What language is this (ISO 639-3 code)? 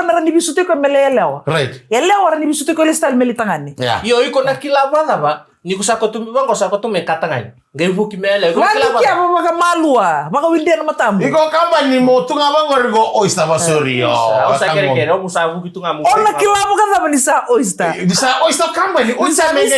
fij